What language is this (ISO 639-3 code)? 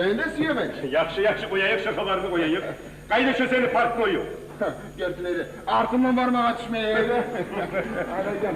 kum